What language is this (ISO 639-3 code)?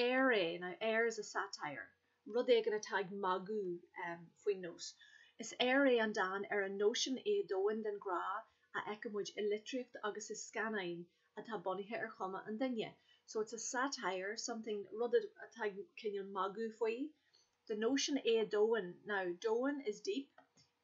gle